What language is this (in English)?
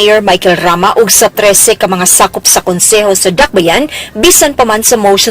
Cebuano